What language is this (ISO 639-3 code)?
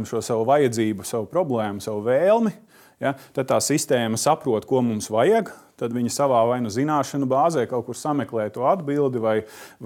lav